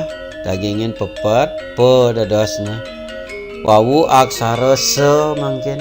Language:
Balinese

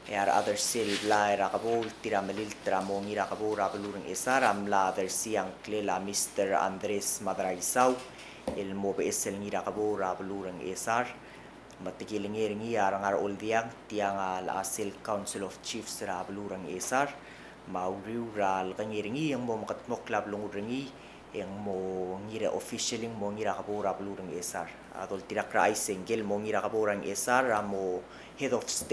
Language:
Palauan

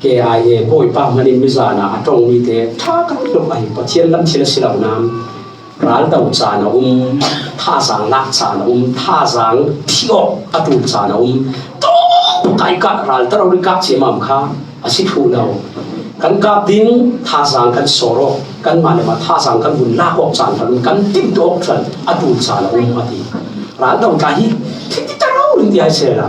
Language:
Falam Chin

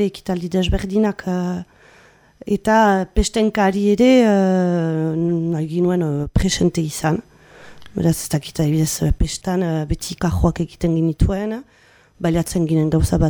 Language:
Basque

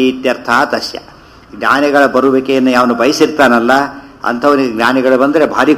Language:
Kannada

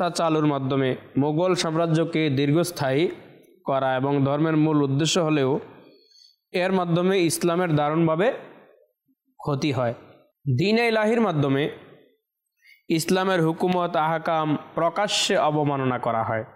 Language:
Bangla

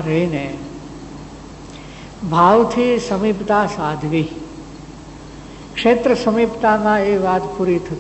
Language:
Gujarati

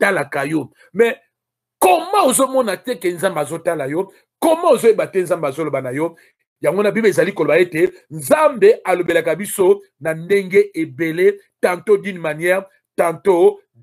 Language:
Lingala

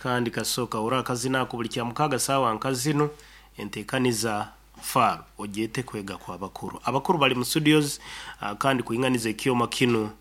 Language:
Nyoro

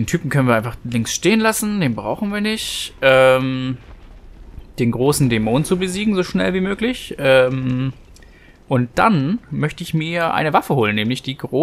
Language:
German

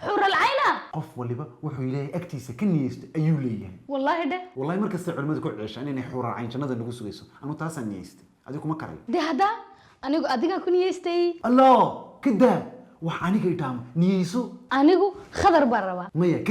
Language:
Somali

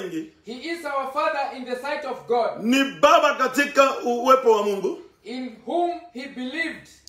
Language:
Swahili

